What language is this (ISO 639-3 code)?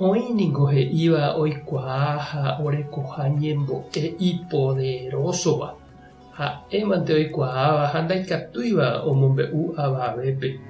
grn